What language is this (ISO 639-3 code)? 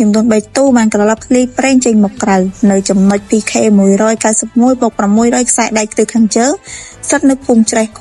khm